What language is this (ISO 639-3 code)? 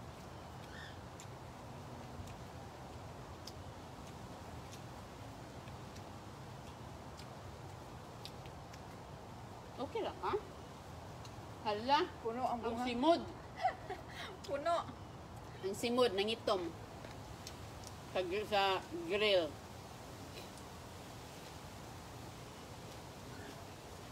fil